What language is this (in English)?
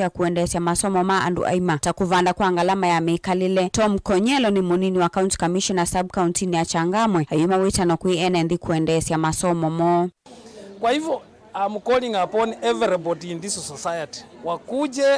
Kamba